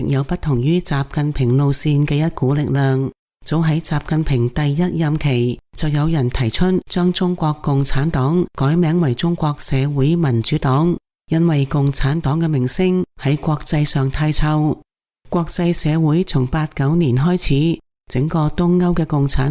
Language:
Cantonese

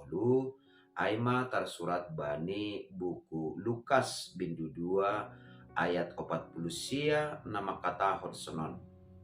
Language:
Batak Simalungun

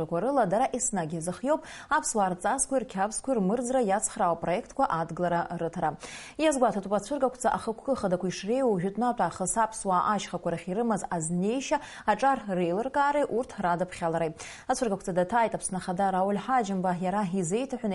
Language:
Abkhazian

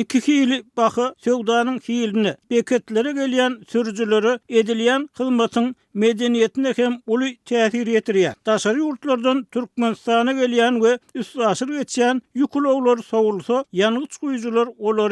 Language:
Turkmen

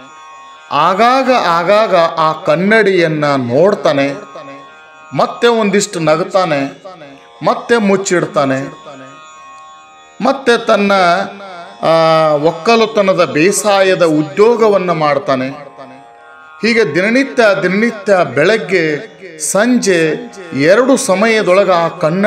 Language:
Kannada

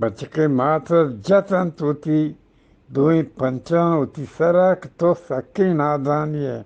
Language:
Eastern Balochi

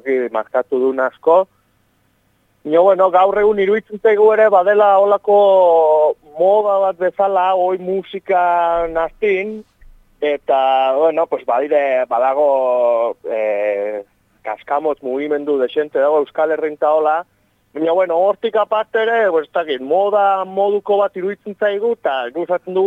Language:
Basque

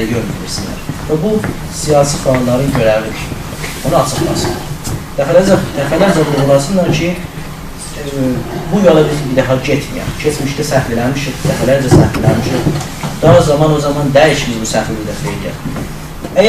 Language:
South Azerbaijani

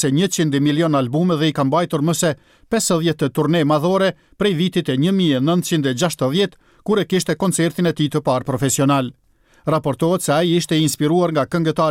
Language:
Albanian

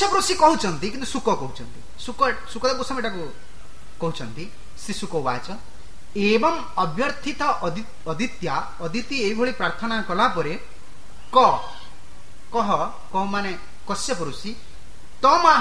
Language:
Odia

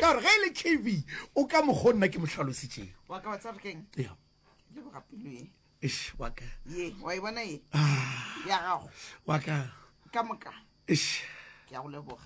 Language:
Northern Sotho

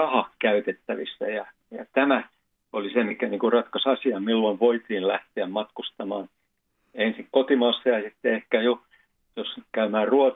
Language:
Finnish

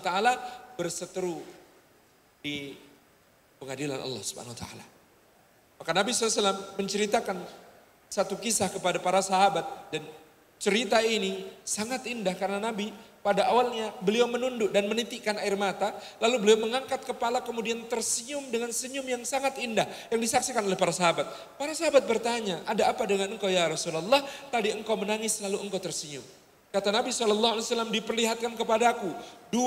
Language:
Indonesian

